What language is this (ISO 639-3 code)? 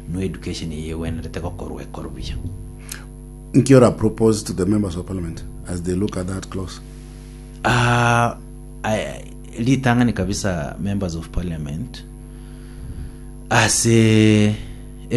guz